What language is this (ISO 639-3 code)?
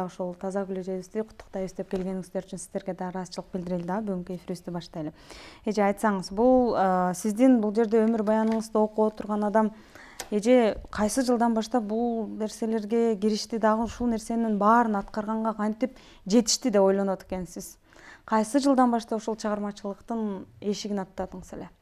kir